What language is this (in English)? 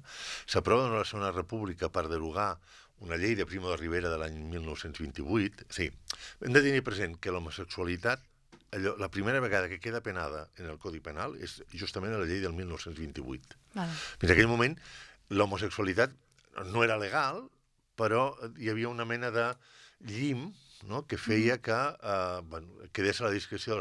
Catalan